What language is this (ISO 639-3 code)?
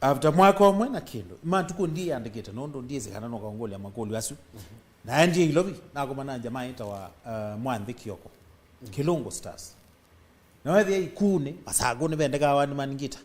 kam